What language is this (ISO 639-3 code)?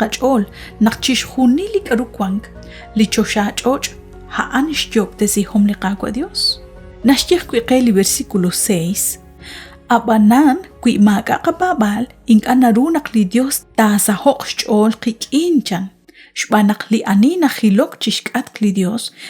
kek